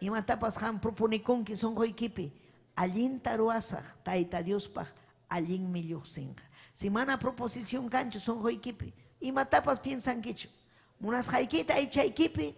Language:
Ayacucho Quechua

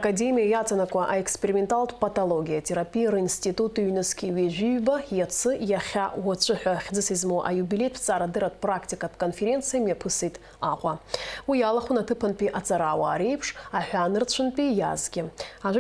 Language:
Abkhazian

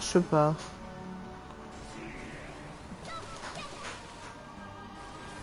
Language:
French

